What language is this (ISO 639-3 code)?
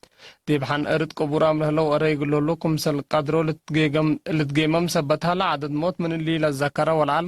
tig